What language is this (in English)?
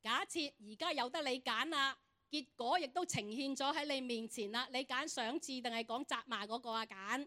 Cantonese